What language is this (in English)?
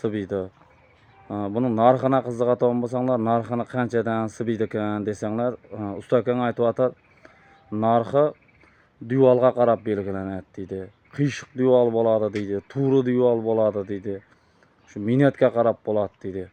Uzbek